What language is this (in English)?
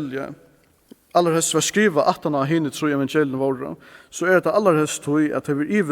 Faroese